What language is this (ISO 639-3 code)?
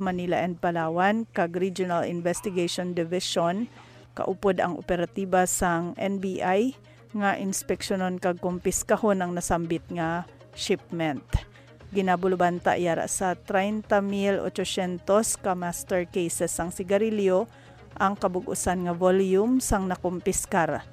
hil